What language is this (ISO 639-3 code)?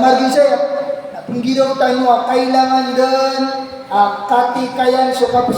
mrw